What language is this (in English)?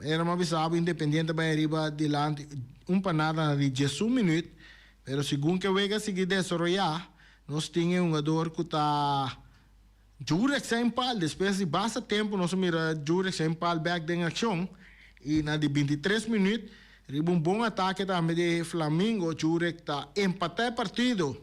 Papiamento